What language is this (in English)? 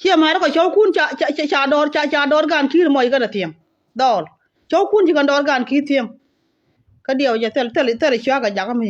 Nuer